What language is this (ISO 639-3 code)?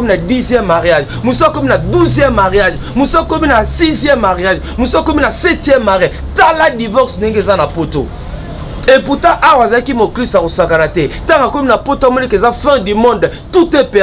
lin